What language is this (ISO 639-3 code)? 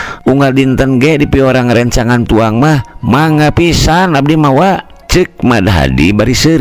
sun